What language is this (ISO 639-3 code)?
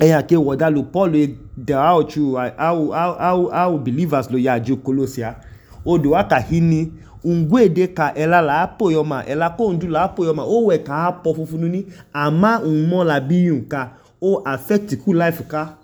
idu